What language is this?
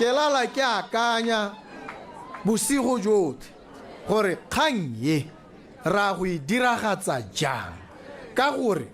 Tswana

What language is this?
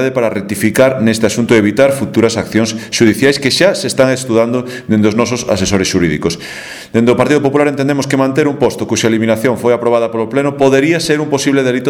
Galician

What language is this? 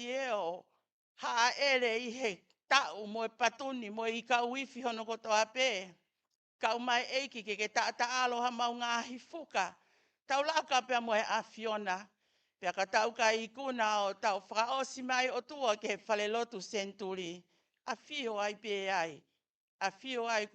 Tongan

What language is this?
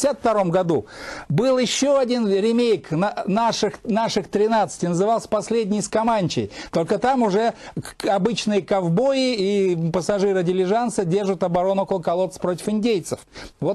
Russian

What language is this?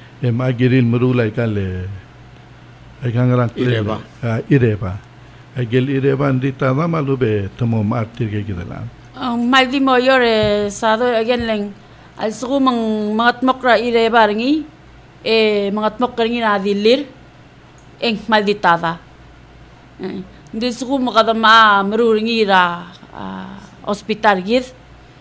Palauan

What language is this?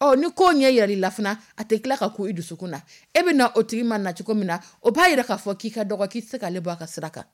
Dyula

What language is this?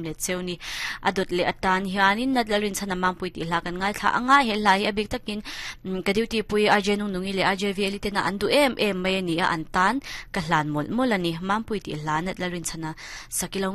Mizo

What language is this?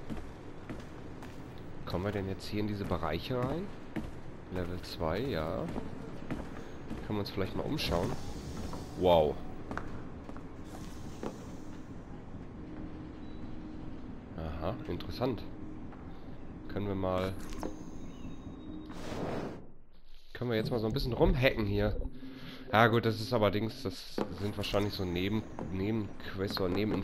German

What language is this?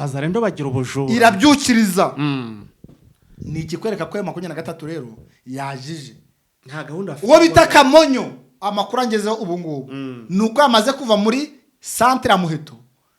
Kinyarwanda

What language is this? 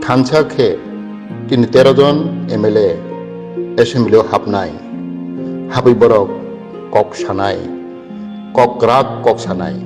Kok Borok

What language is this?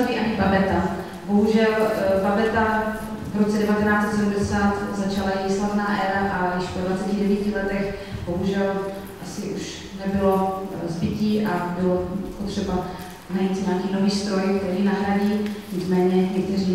Czech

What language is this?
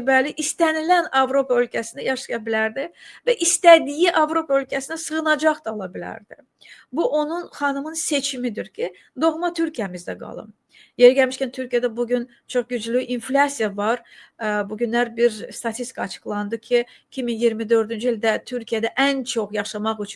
Azerbaijani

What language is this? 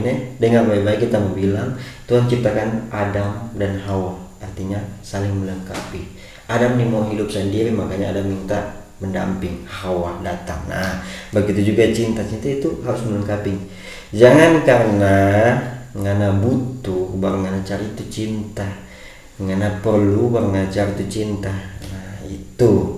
Manado Malay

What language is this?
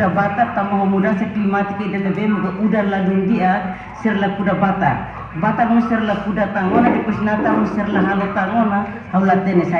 Tetum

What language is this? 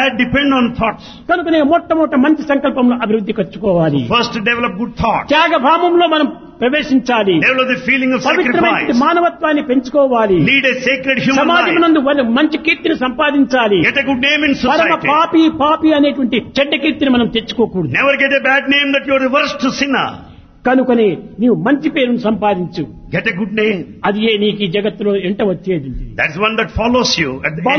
Telugu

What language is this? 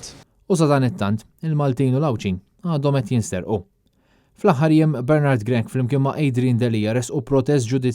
Maltese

